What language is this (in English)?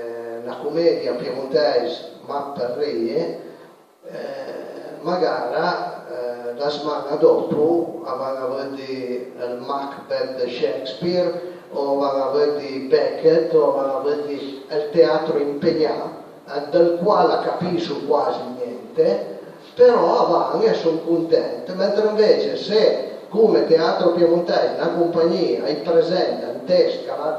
Piedmontese